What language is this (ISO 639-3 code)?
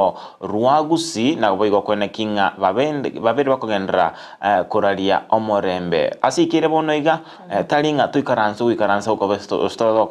guz